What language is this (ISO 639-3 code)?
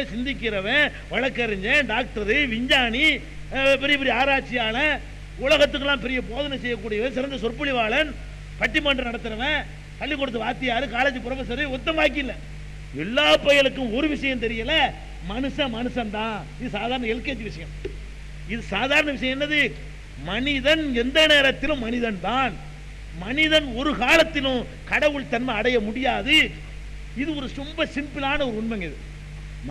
tam